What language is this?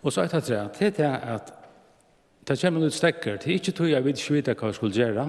Faroese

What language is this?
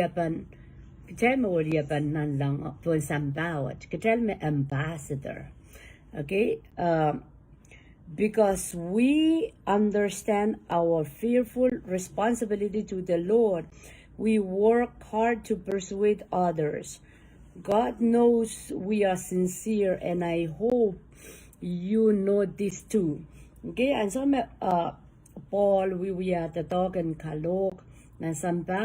Pohnpeian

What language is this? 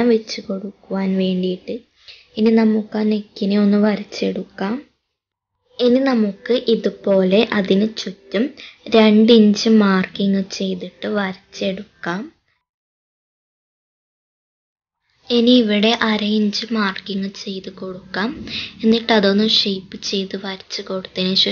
Malayalam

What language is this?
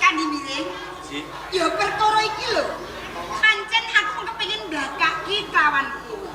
Javanese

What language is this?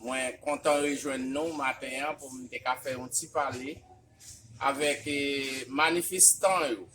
Haitian Creole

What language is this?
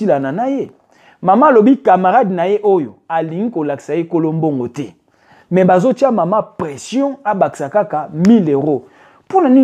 Lingala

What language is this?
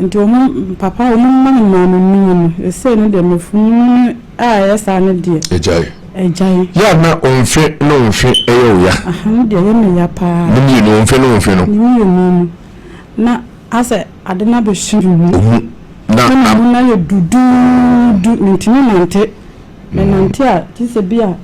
Akan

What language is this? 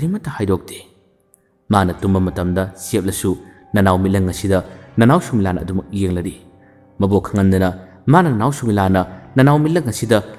Manipuri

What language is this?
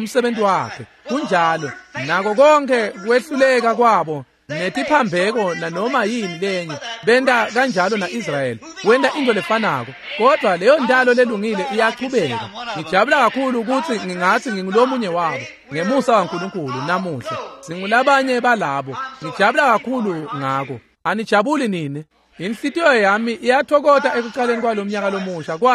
Swati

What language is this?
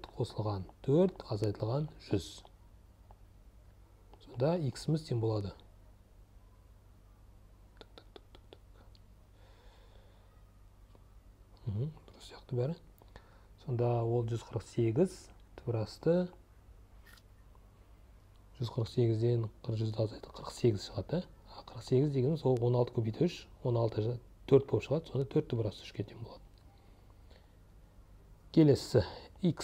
Kazakh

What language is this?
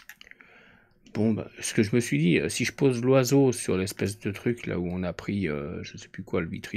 French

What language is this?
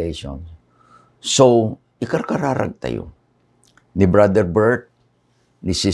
Iloko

